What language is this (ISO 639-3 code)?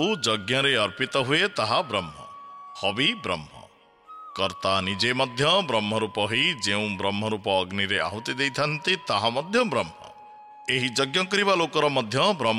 ori